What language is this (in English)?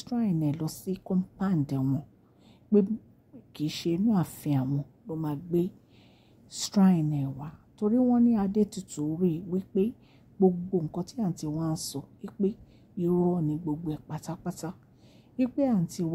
Yoruba